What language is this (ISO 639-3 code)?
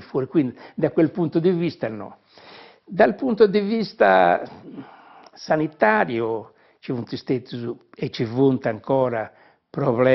srd